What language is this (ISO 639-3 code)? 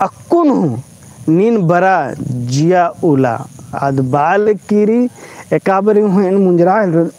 kru